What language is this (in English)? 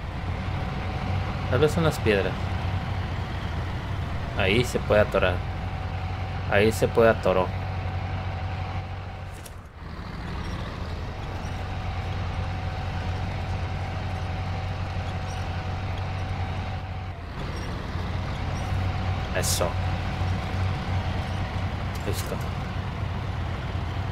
Spanish